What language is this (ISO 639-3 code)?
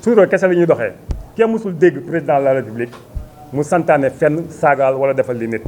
wol